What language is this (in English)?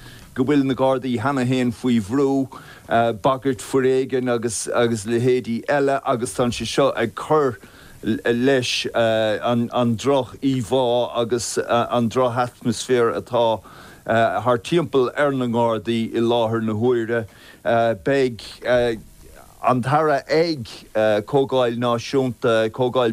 Irish